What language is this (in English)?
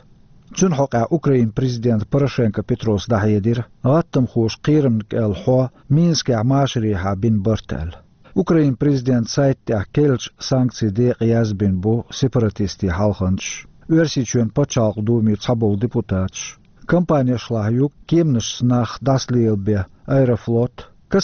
Chechen